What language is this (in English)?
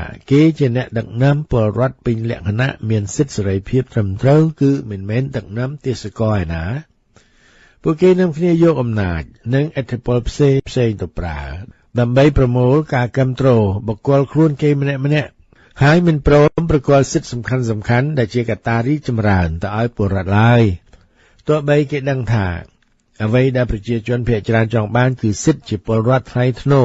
Khmer